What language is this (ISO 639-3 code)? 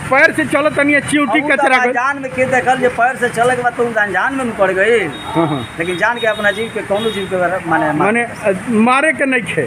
bho